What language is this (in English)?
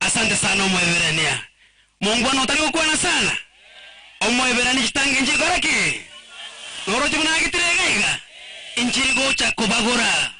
Gusii